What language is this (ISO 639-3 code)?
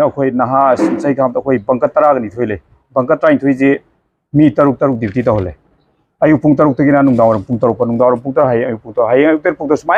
mni